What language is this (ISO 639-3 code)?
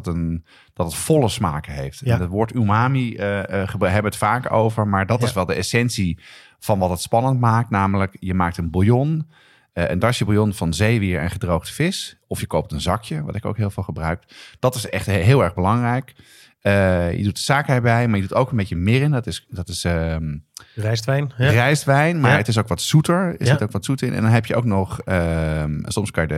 nld